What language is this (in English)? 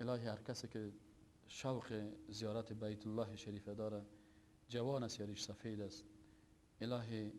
Persian